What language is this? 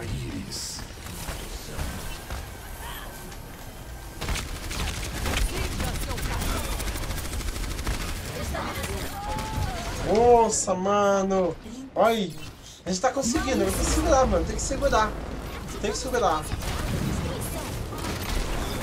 Portuguese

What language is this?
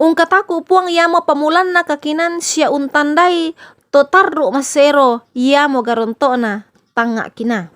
Toraja-Sa'dan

